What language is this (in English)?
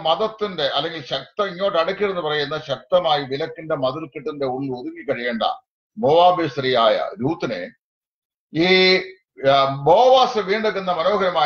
Malayalam